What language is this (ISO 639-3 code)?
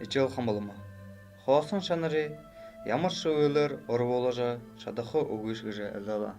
bua